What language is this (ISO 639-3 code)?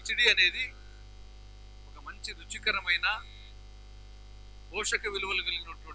tel